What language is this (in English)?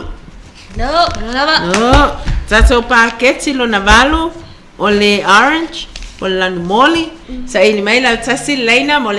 Samoan